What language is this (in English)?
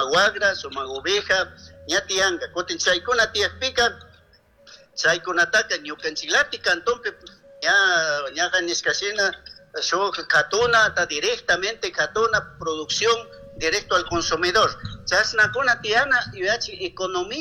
Chimborazo Highland Quichua